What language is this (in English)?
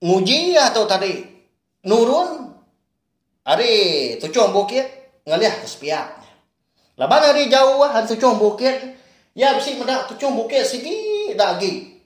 Iban